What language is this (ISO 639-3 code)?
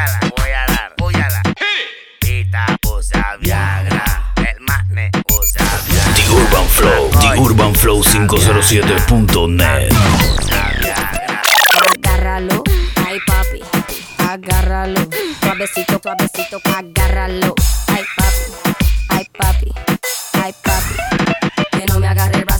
spa